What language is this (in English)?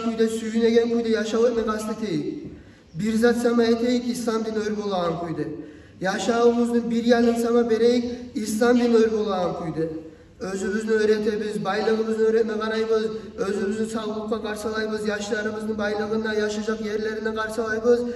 Kumyk